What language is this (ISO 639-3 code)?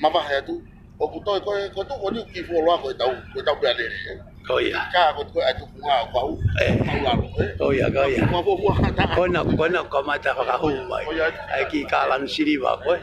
ton